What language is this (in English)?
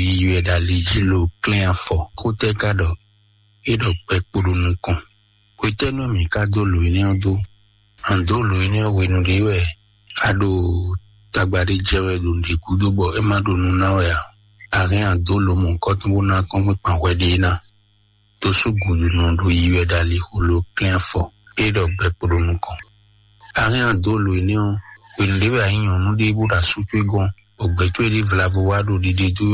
Fon